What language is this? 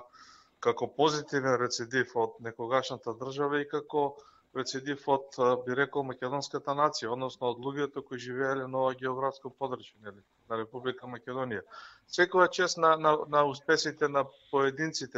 Macedonian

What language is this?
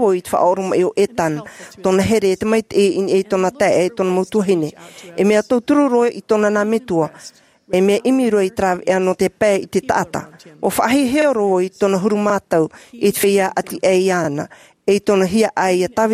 Tahitian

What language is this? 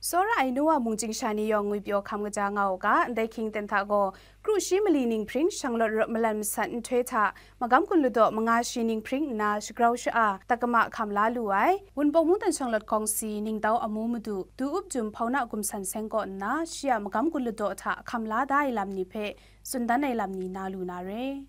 Kachin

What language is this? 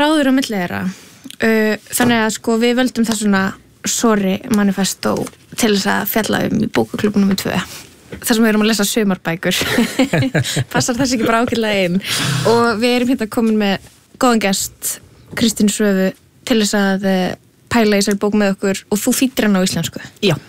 Icelandic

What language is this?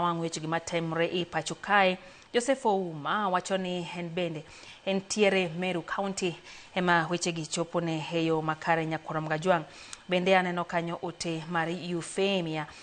Luo (Kenya and Tanzania)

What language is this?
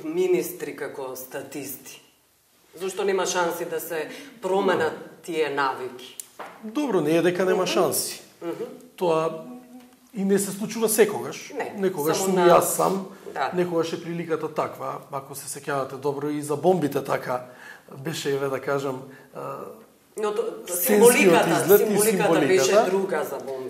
Macedonian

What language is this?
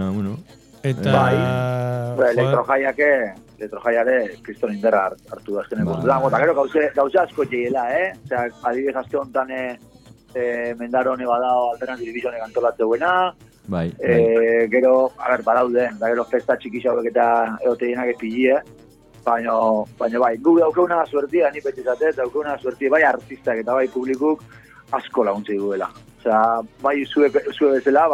Basque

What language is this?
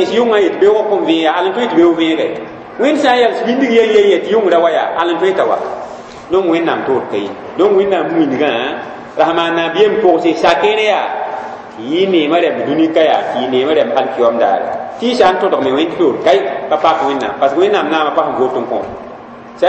Mossi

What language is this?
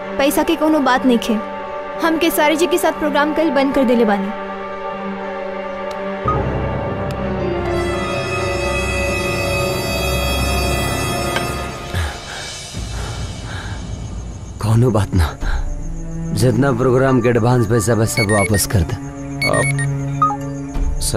Bhojpuri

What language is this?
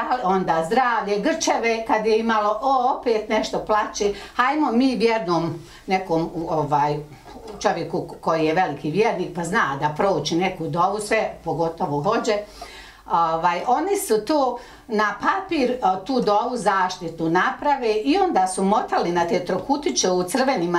Bosnian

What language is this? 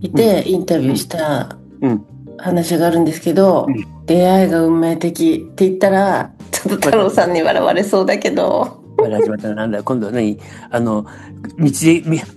Japanese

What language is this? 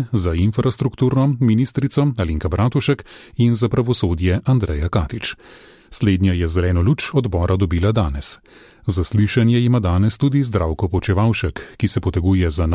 Slovenian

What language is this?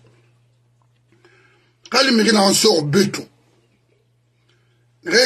French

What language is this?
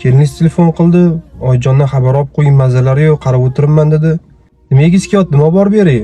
Uzbek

